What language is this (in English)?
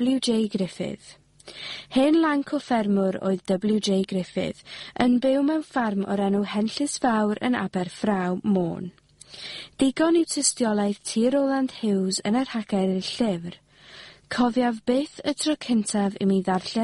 Welsh